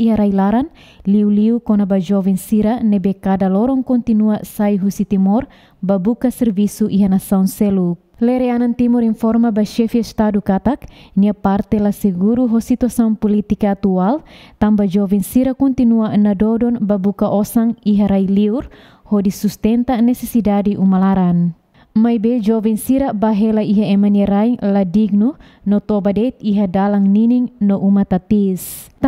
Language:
Tetum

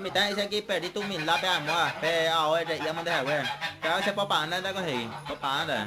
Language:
Guarani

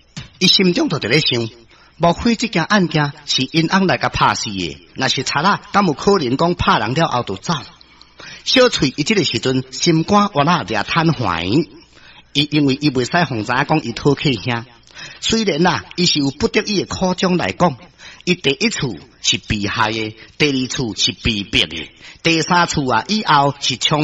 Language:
Min Nan Chinese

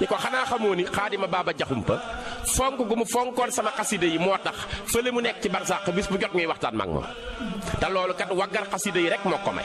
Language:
Wolof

